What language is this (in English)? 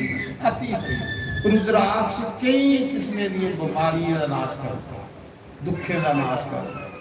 Dogri